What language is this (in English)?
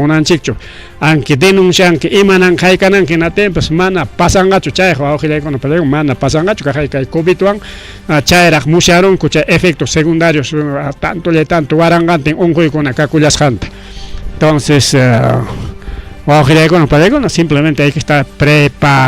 Ayacucho Quechua